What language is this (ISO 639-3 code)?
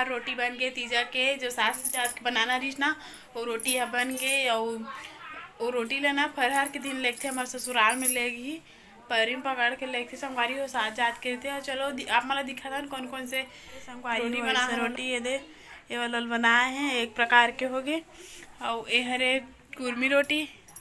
hne